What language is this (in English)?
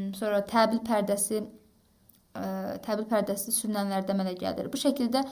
Azerbaijani